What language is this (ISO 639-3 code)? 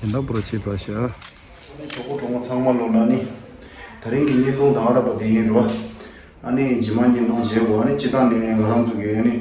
bod